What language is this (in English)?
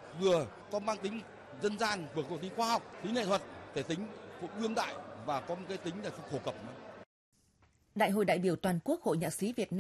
Vietnamese